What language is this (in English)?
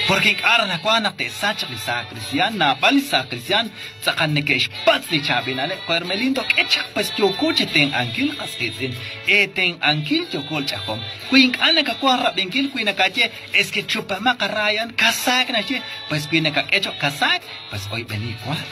Kekchí